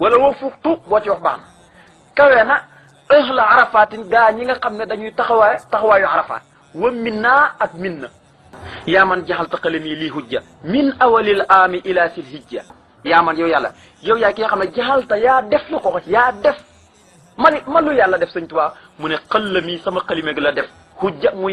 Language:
Wolof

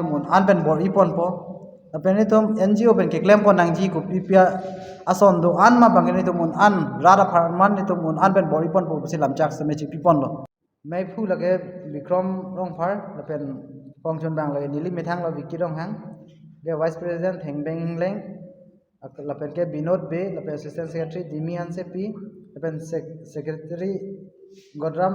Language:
Karbi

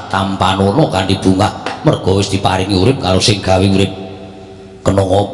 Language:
Javanese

